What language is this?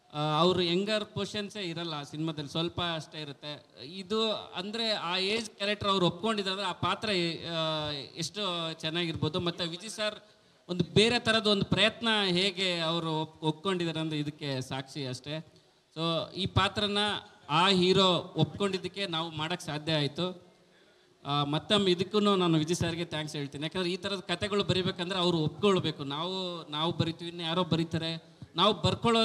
Kannada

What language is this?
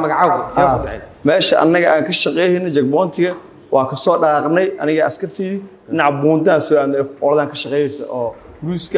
Somali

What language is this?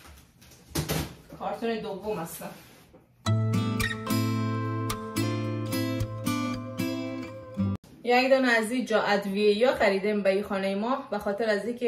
Persian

